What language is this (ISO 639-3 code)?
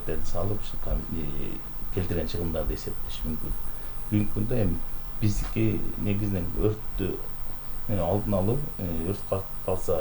kir